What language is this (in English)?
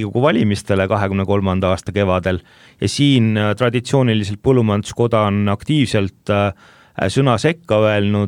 Estonian